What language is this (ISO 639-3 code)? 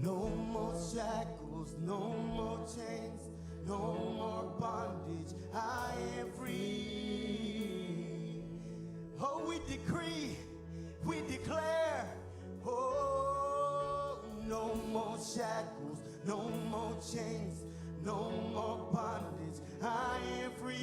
mah